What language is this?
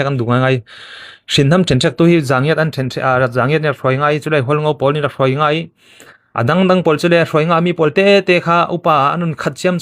Falam Chin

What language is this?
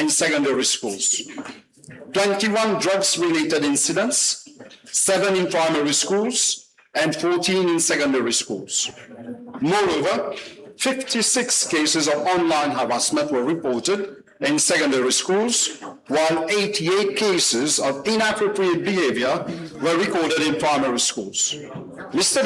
Morisyen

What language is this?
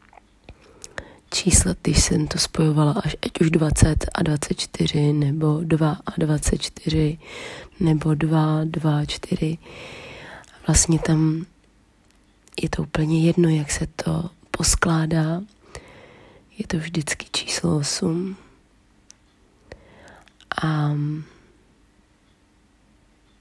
Czech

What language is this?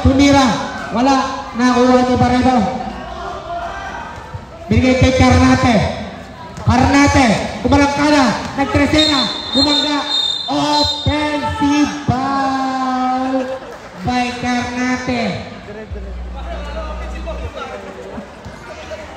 Filipino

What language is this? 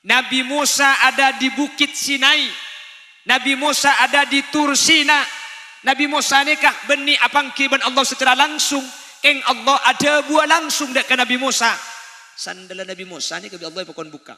Madurese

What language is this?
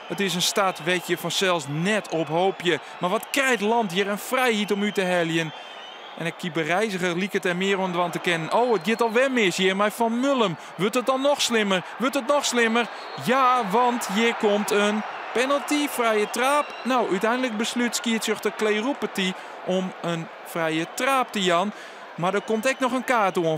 Western Frisian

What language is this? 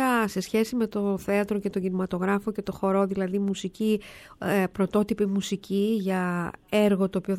Greek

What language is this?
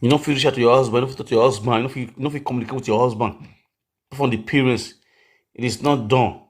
Nigerian Pidgin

